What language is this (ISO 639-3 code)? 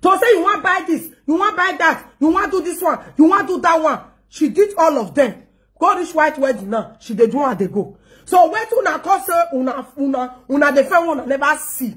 pcm